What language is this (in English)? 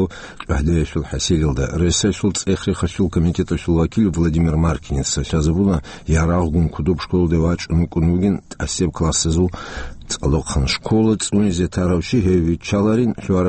Avaric